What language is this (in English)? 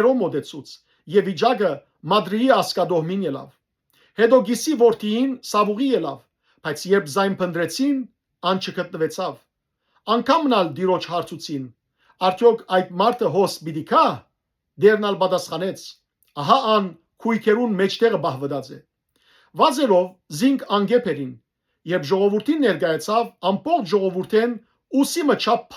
Western Armenian